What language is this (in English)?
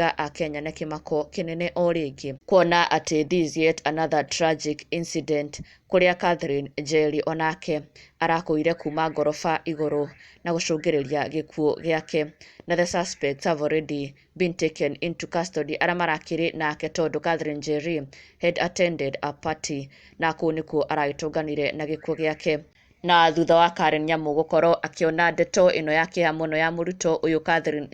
Kikuyu